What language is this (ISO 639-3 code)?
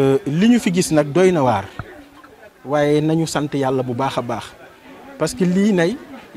wol